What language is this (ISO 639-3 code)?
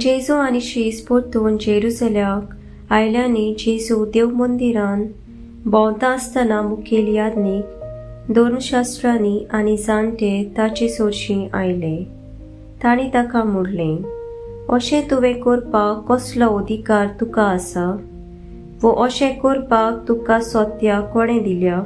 kok